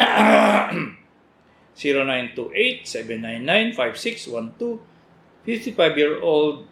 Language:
Cebuano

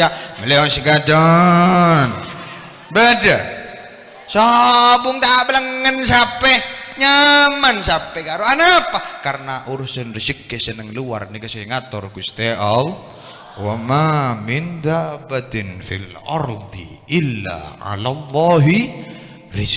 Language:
Madurese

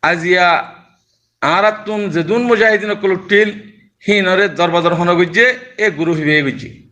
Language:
Rohingya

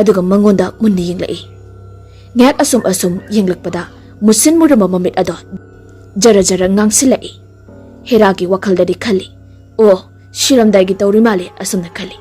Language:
Manipuri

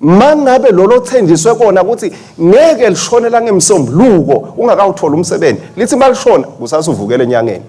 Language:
Swati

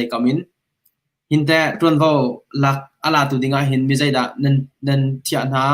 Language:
Hakha Chin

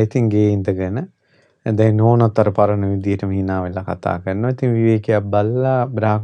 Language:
Sinhala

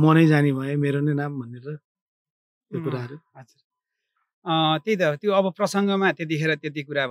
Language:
Nepali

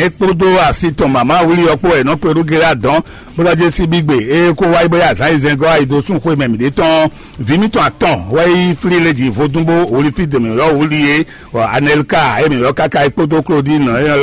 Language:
Fon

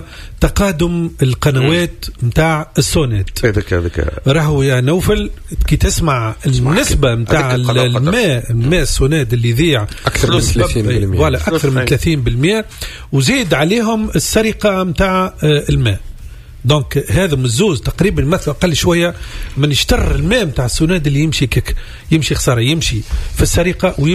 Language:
Tunisian Arabic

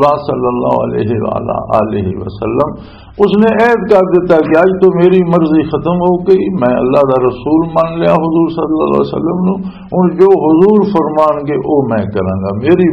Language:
Western Panjabi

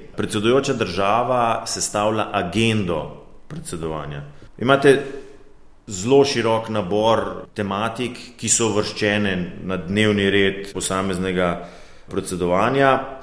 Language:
Slovenian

